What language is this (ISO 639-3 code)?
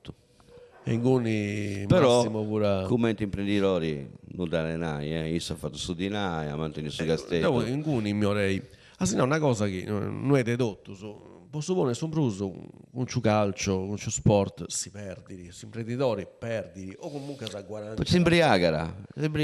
srd